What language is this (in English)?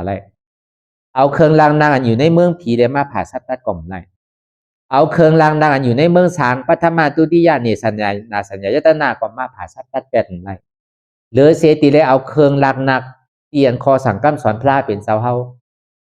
Shan